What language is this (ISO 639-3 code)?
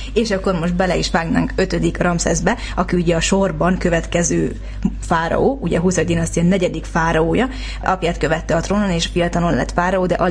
hun